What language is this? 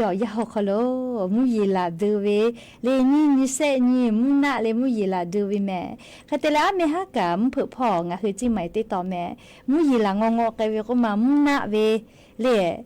Lahu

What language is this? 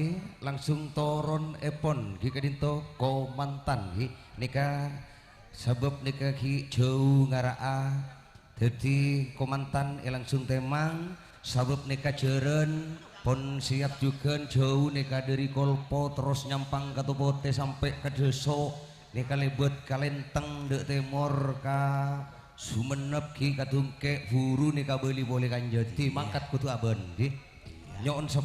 Madurese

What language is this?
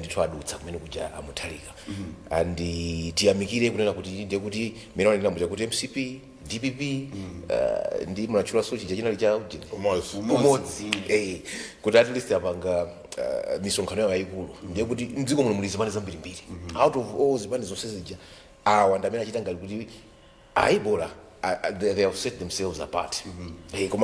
Nyanja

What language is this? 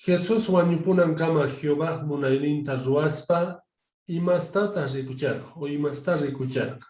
Quechua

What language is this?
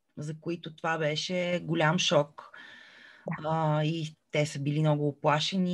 Bulgarian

